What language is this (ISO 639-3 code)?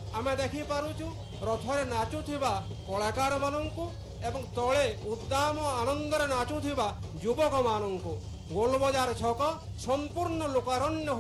ori